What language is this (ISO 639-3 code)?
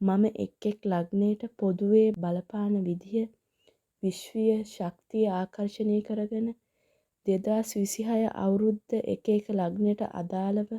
sin